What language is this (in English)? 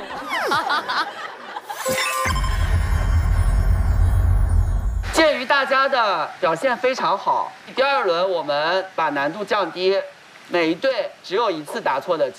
Chinese